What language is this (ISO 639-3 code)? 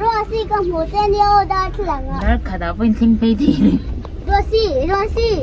lus